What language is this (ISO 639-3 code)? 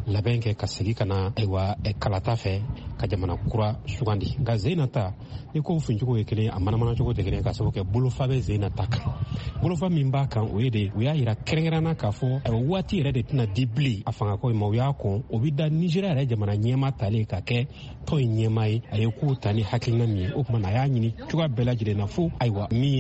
bam